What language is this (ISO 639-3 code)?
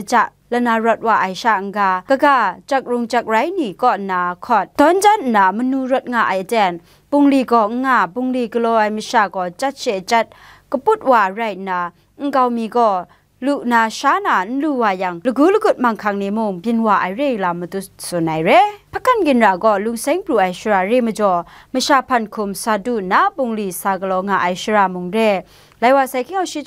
kac